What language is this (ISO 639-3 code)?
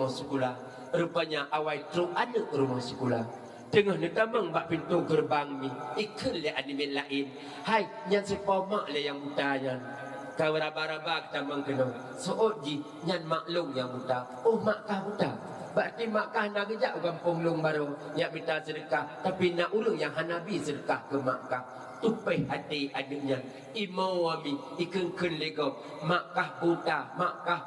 ace